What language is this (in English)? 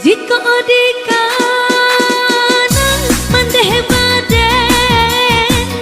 Minangkabau